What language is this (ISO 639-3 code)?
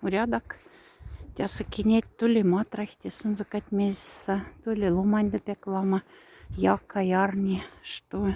mdf